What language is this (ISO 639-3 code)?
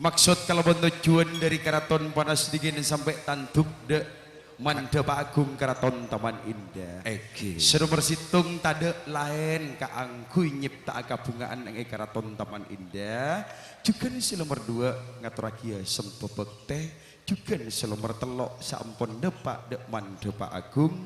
mad